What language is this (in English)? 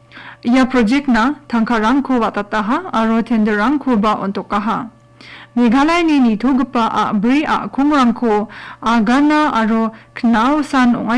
Garo